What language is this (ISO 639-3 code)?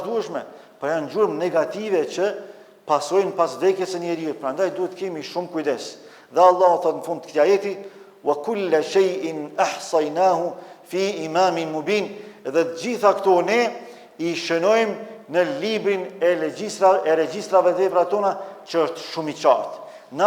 sqi